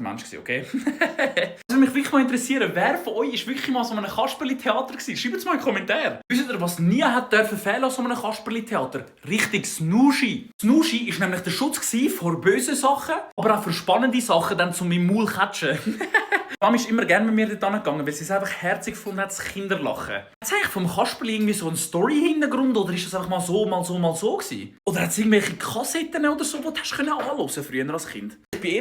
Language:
Swiss German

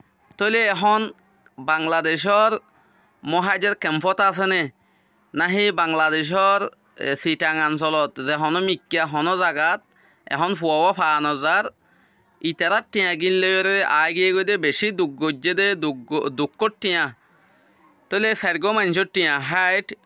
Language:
Rohingya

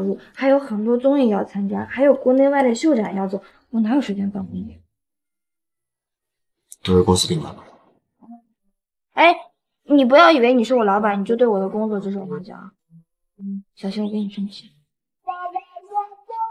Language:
Chinese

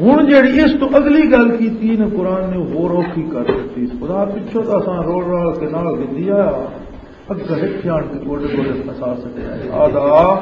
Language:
Western Panjabi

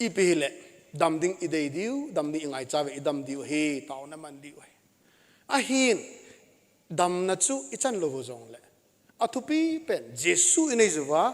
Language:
Thado Chin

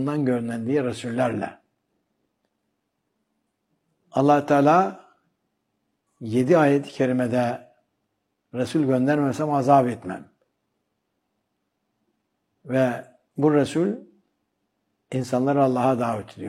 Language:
Turkish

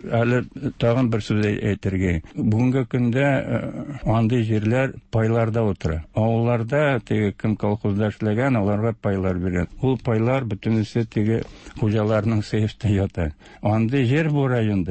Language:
Tatar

